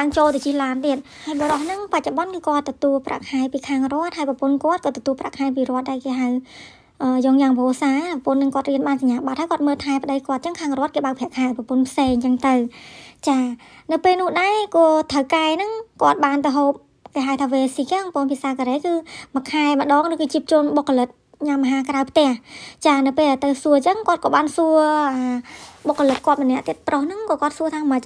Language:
Khmer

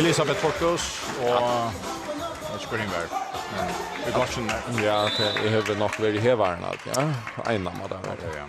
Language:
Faroese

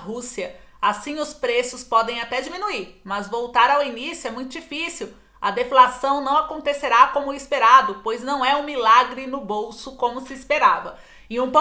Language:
Portuguese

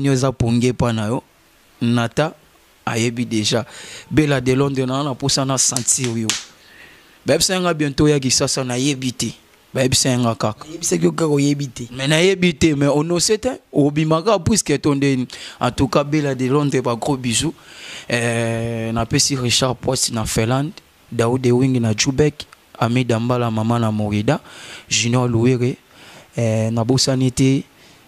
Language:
Lingala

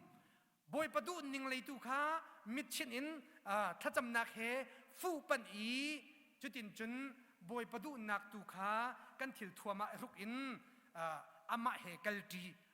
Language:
Hakha Chin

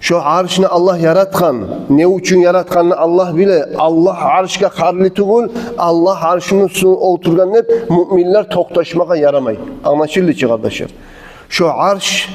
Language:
Kumyk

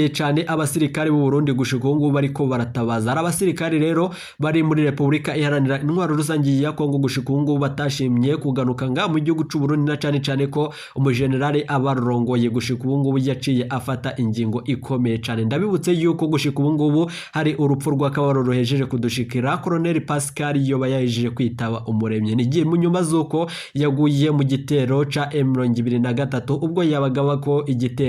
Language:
Rundi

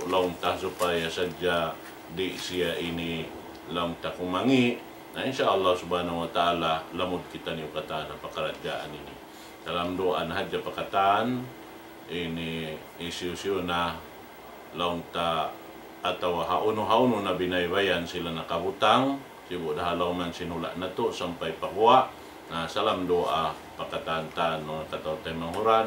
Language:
Tausug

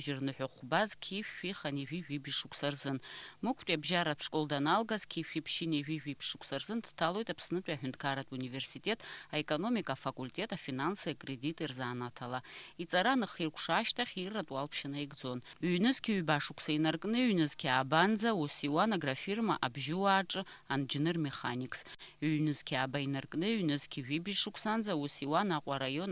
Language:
Abkhazian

